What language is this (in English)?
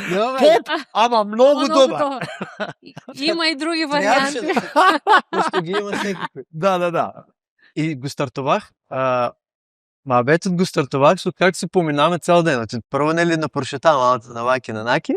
Macedonian